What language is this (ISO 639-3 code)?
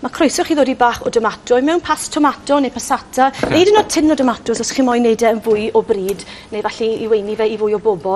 cym